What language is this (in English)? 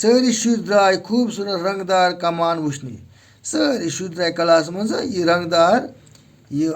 Kashmiri